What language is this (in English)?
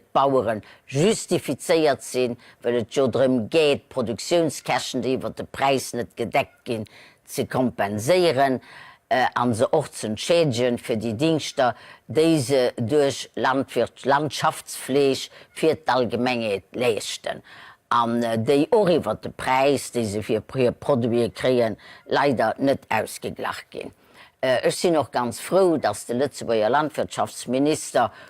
Luxembourgish